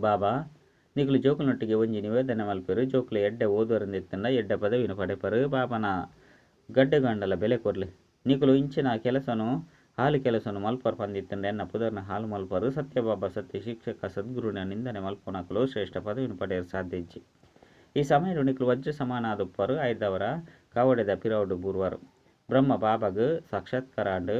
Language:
Tulu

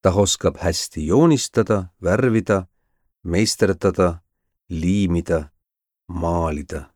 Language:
Estonian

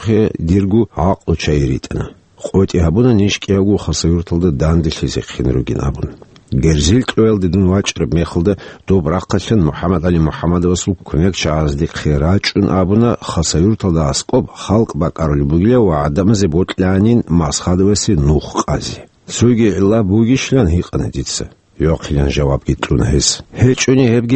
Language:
Avaric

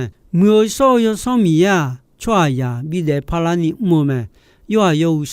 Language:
Akha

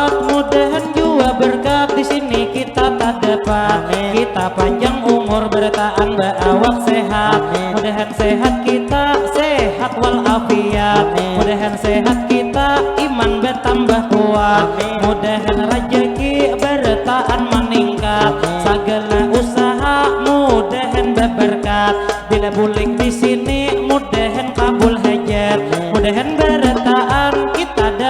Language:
Banjar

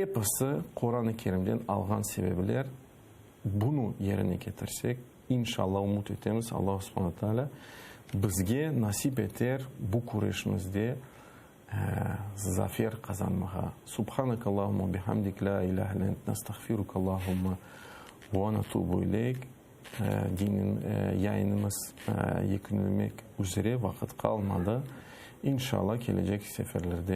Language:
Crimean Tatar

